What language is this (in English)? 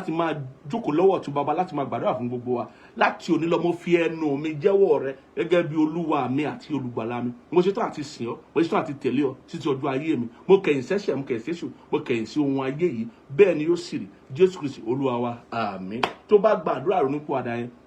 Yoruba